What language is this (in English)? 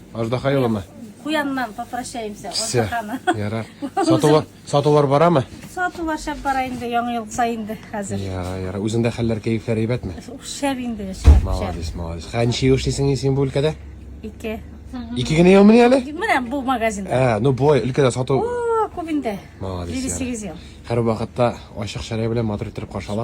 Tatar